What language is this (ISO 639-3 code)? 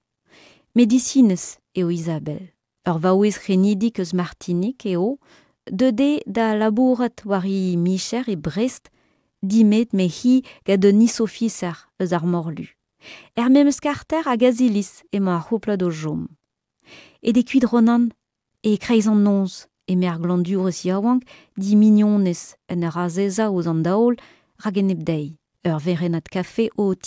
bre